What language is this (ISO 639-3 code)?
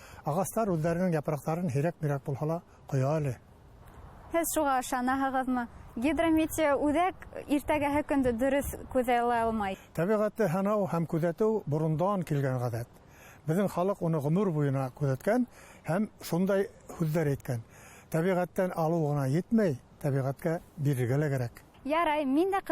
bak